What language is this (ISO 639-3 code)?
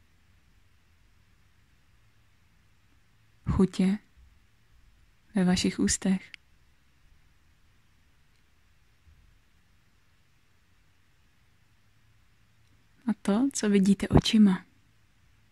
ces